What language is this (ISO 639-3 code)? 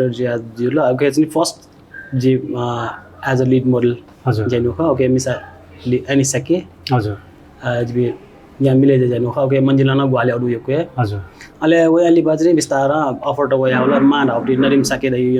new